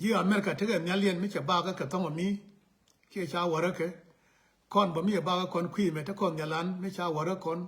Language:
Nuer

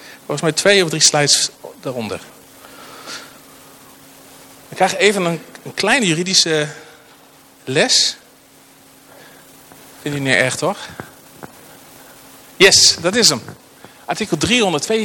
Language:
Dutch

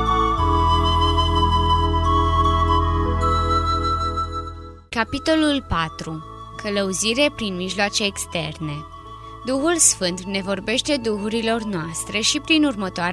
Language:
Romanian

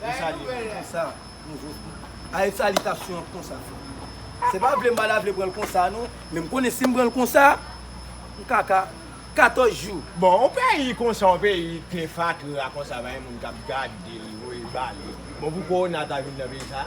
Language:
Haitian Creole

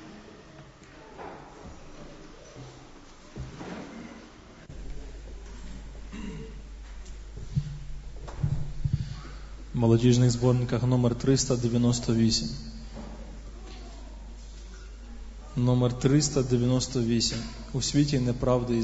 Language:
Ukrainian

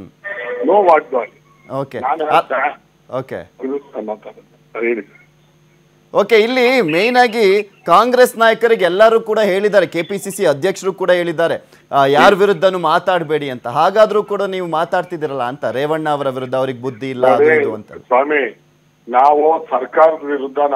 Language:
Kannada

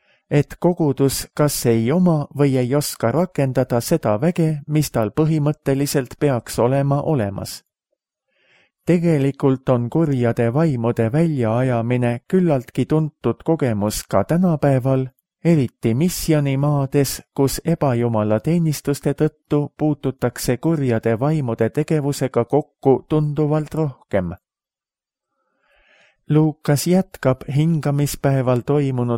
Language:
Estonian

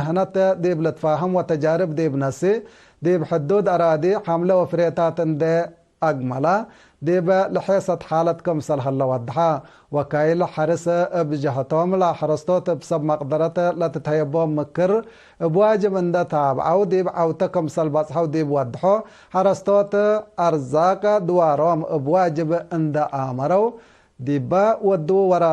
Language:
Tigre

